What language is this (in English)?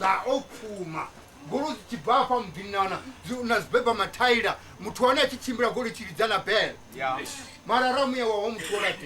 Venda